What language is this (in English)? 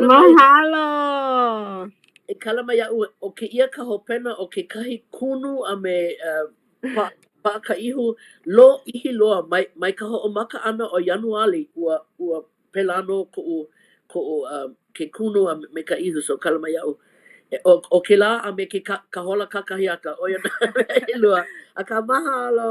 Hawaiian